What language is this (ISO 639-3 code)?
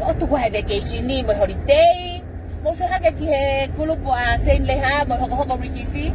ton